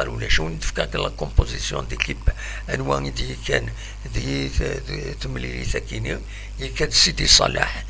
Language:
Kabyle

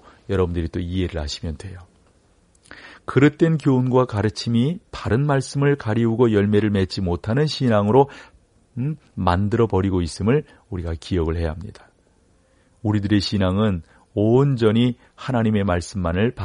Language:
Korean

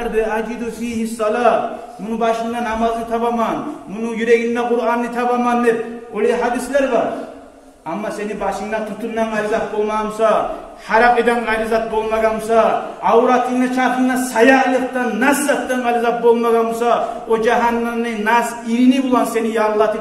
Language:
Kumyk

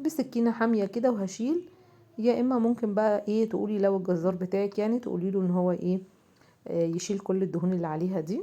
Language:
Egyptian Arabic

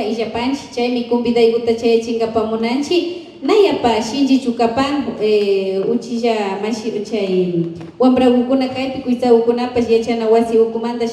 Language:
Imbabura Highland Quichua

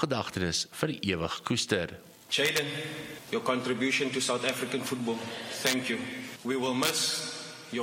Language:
Afrikaans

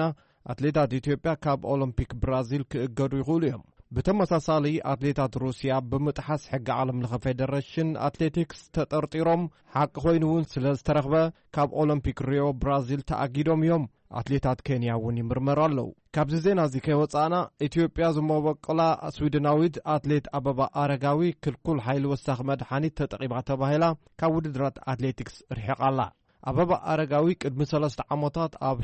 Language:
Tigrinya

